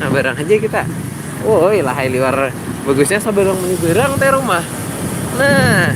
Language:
Banjar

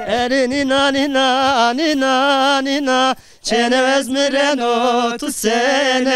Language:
Zaza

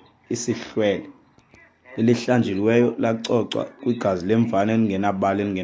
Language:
Xhosa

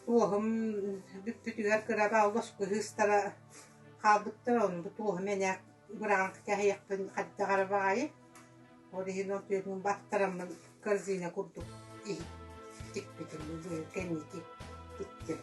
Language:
Yakut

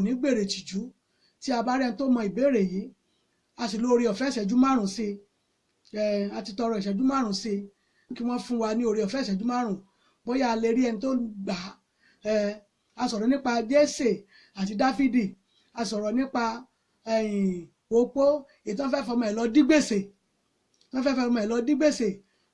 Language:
Yoruba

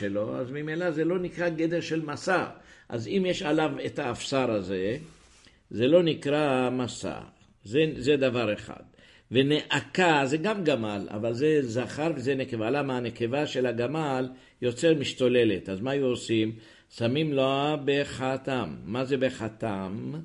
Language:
Hebrew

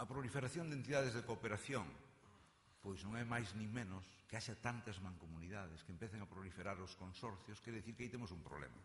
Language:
Galician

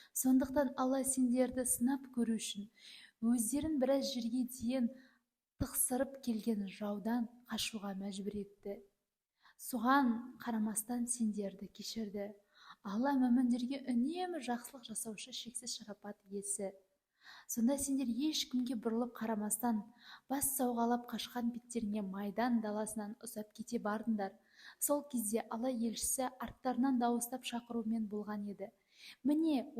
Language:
Kazakh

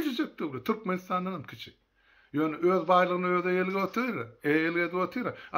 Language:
Turkmen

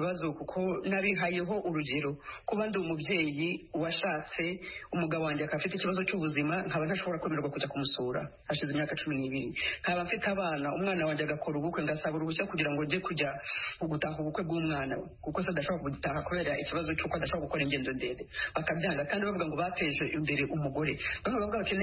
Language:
Kinyarwanda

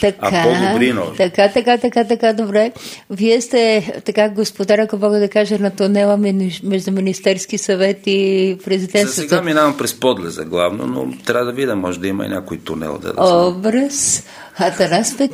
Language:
Bulgarian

